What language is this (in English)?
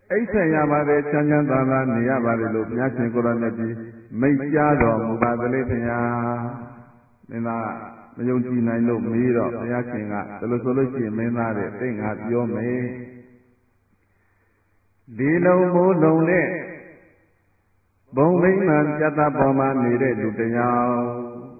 Burmese